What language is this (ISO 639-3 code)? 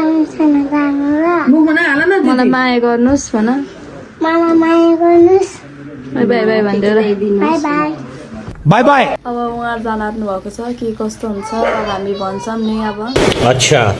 nep